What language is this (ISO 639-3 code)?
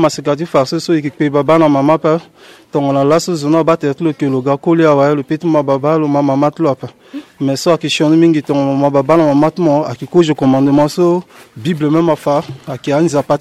sag